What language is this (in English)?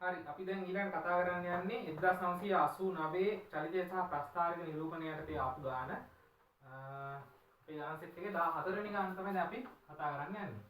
Sinhala